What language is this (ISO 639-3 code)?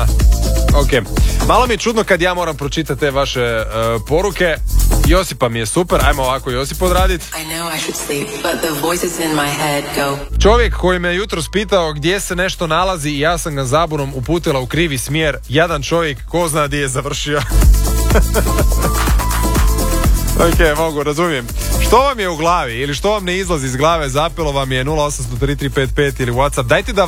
hrv